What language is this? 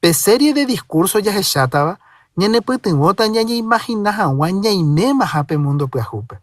Guarani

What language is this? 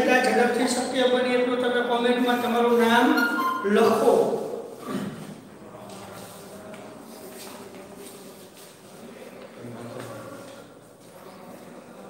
Gujarati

